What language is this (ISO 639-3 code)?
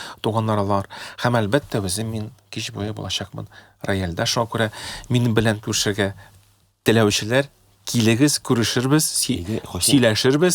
tat